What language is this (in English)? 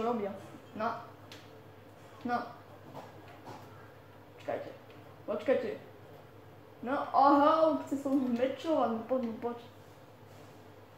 Slovak